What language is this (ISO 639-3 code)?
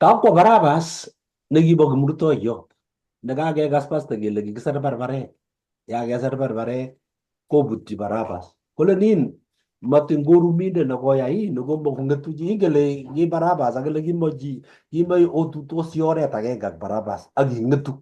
kln